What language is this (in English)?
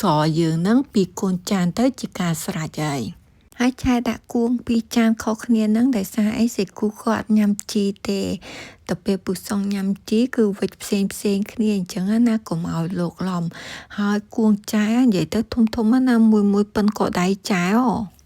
Khmer